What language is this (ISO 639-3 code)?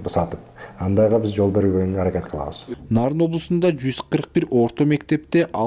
kir